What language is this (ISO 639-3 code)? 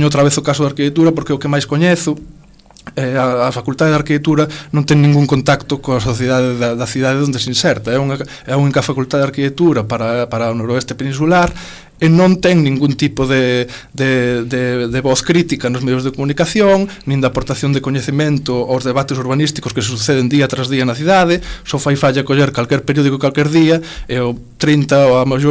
glg